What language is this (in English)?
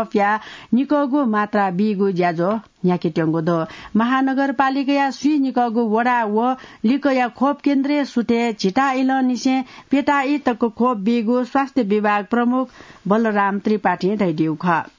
Newari